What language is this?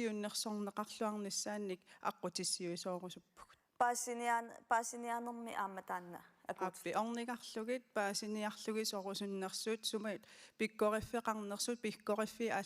Kalaallisut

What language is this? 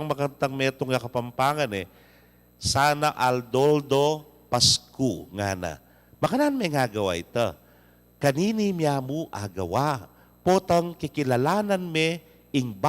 Pampanga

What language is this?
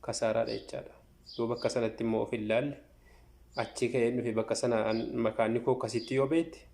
Oromo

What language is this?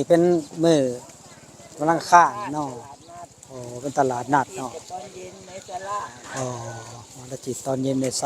Northeastern Thai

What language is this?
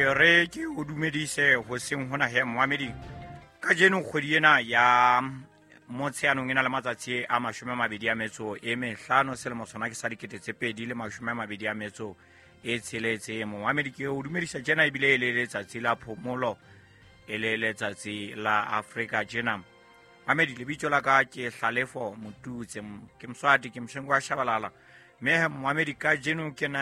Southern Sotho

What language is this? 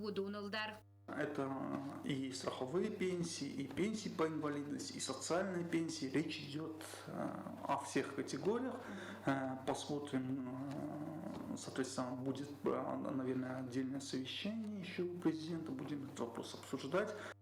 Ossetic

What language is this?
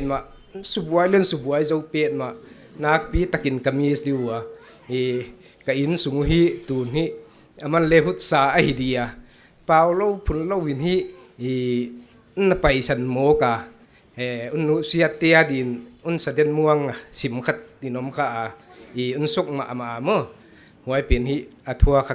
Paite Chin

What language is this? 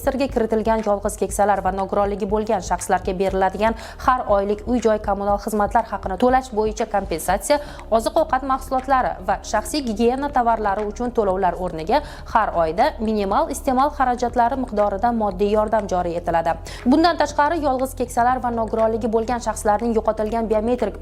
Uzbek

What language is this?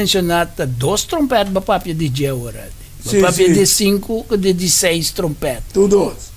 Papiamento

